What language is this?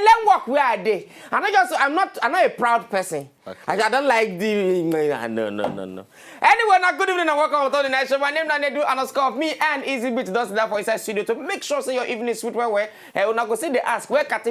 Nigerian Pidgin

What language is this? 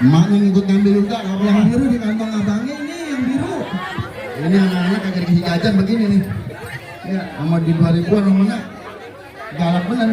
Betawi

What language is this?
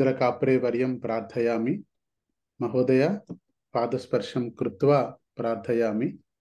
Sanskrit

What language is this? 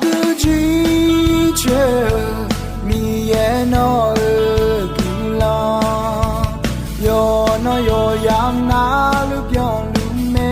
Akha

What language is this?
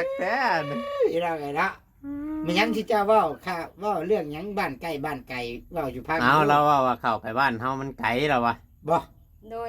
Northeastern Thai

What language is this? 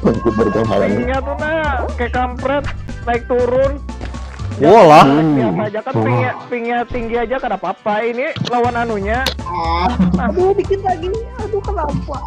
Banjar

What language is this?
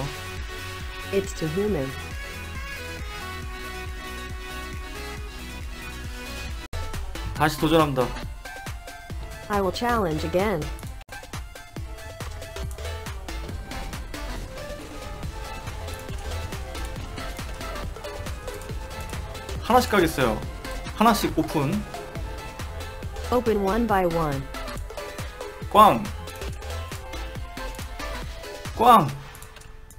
Korean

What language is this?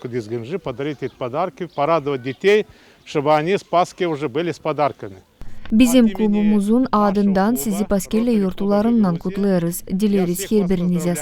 Gagauz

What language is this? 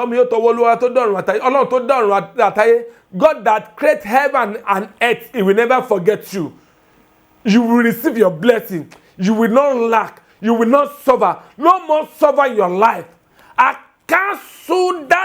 Yoruba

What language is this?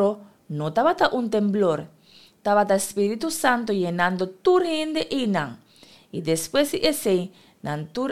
Papiamento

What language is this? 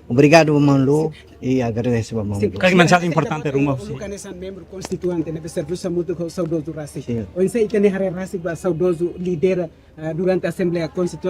Tetum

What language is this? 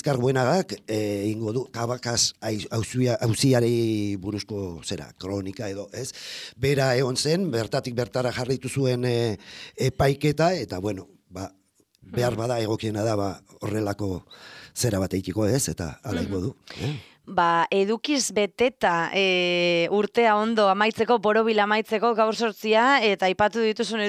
Basque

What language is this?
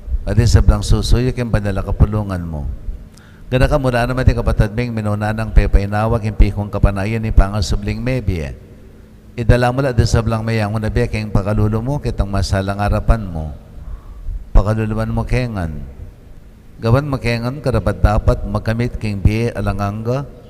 Pampanga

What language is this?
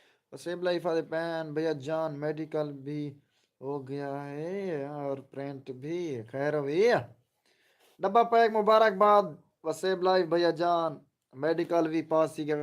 Saraiki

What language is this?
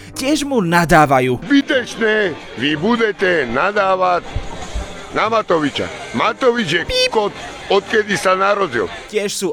Slovak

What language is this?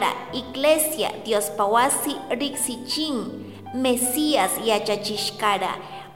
Chimborazo Highland Quichua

